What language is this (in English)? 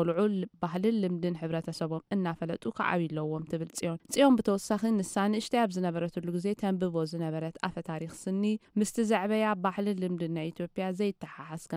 Tigrinya